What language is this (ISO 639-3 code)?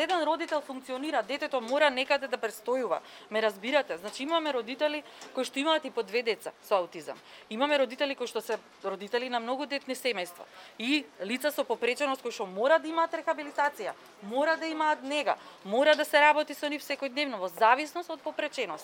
mkd